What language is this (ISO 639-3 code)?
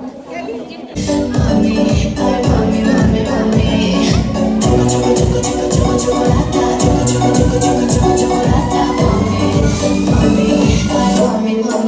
sah